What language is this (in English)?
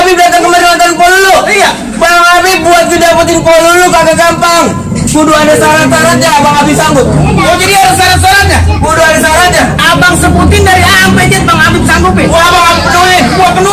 Betawi